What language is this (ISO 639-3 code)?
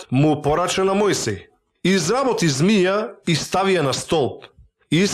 mkd